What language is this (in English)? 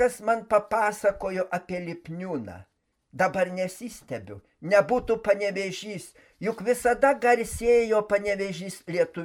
Lithuanian